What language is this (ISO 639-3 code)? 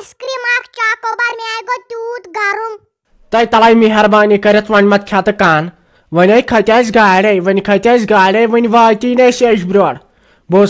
kas